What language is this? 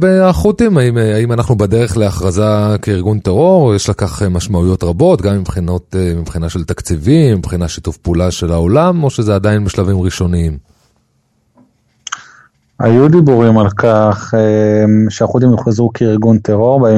Hebrew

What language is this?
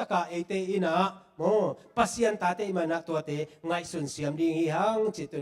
Tedim Chin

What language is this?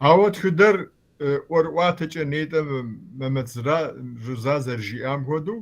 Kabardian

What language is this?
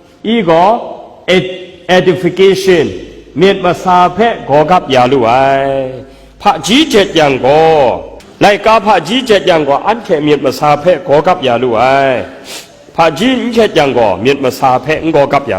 Kachin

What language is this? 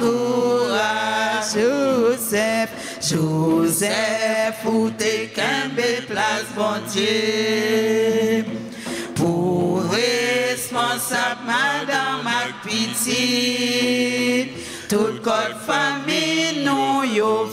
French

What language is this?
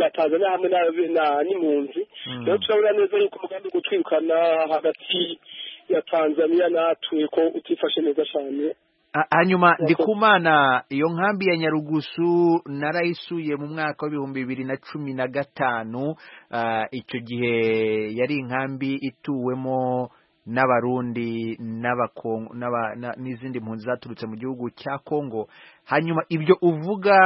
Kinyarwanda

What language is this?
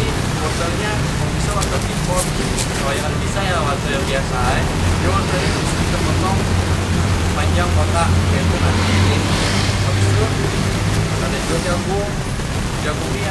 Banjar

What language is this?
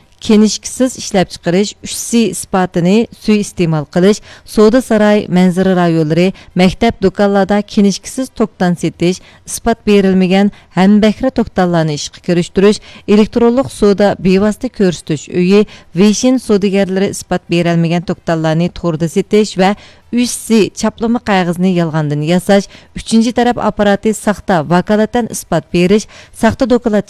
Uyghur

